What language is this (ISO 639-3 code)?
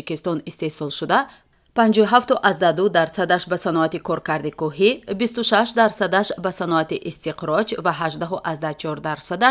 tgk